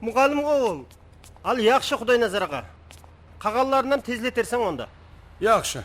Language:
Kara-Kalpak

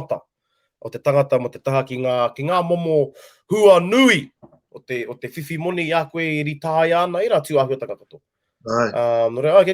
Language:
Māori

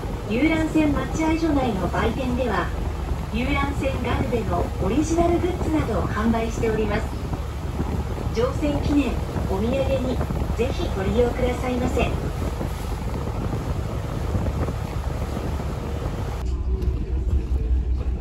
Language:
Japanese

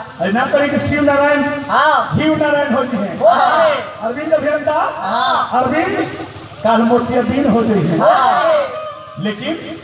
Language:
Bhojpuri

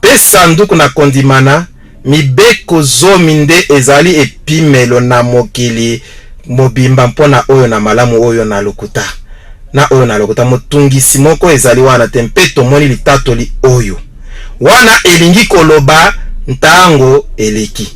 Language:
Lingala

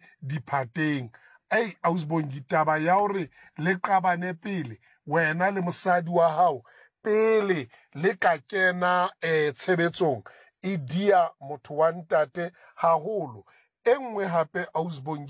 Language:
Southern Sotho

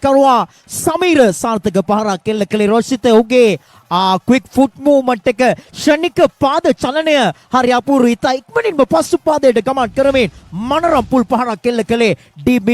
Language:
Sinhala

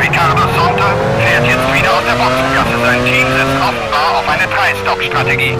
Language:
Bavarian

